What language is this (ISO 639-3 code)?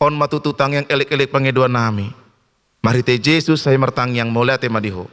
bbc